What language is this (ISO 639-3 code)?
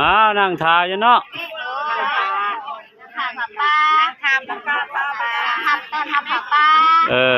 lao